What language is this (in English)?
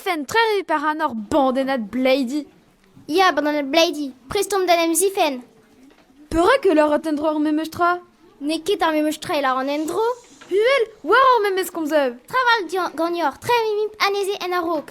Breton